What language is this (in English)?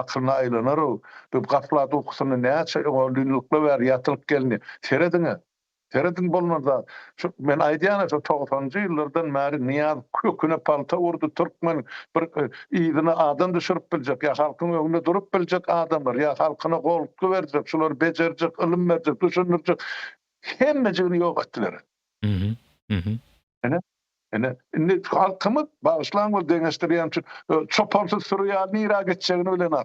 Turkmen